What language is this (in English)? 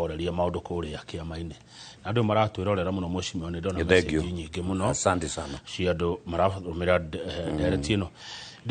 Kikuyu